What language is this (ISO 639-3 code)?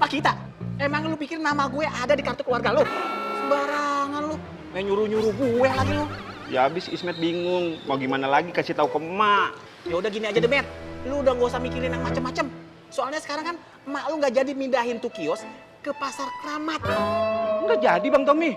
bew